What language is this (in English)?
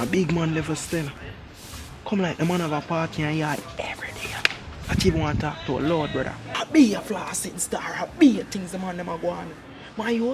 Jamaican Creole English